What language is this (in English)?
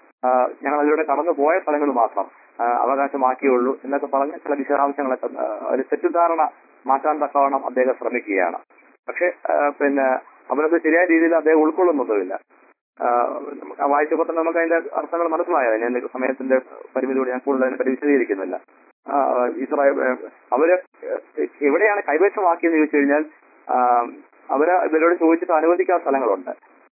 Malayalam